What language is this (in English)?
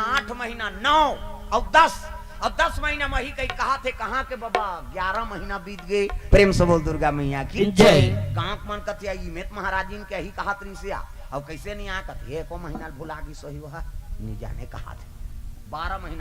Chhattisgarhi